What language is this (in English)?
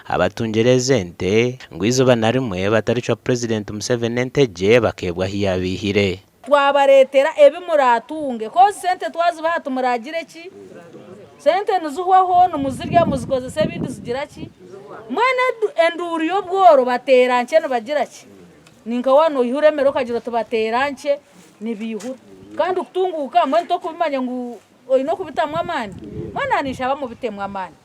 Nyankole